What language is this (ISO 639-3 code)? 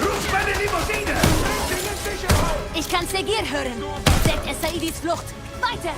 bar